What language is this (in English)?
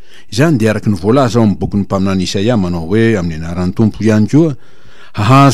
Malagasy